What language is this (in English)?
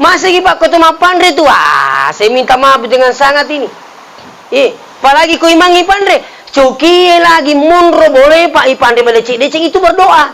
Buginese